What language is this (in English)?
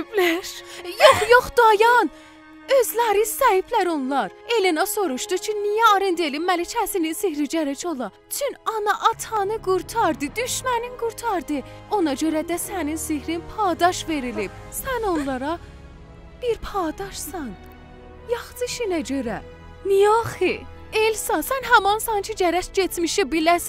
South Azerbaijani